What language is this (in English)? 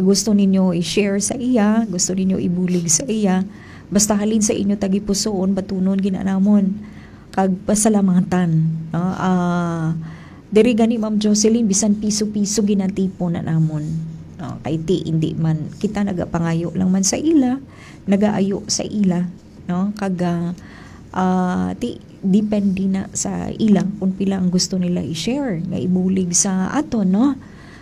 Hiligaynon